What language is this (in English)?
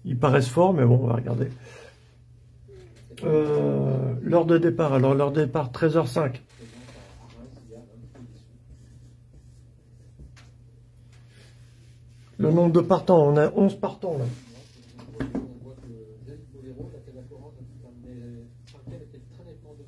French